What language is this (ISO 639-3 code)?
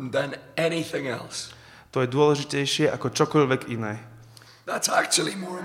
slk